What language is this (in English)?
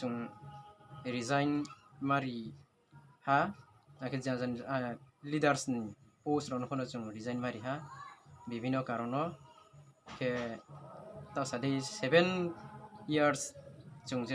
Riang (India)